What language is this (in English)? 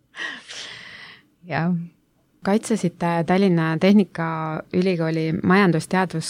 Estonian